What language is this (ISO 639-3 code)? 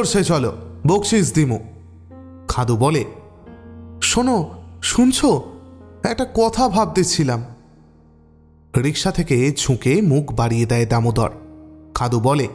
ben